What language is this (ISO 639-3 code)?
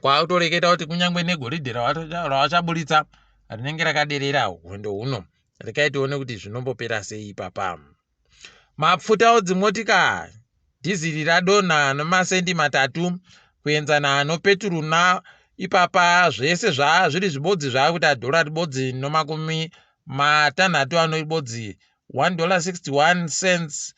ndc